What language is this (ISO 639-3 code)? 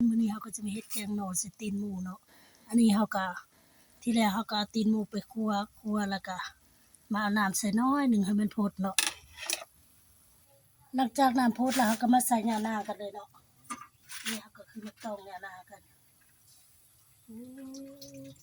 lao